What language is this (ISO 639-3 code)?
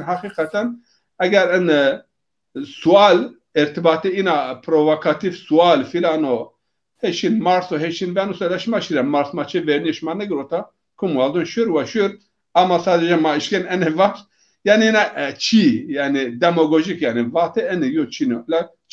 zza